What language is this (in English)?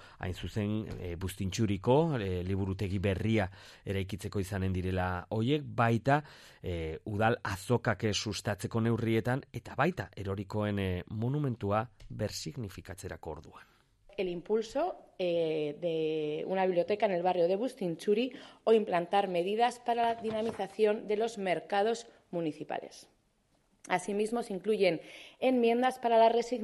Basque